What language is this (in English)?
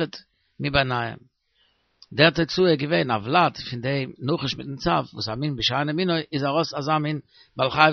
Yiddish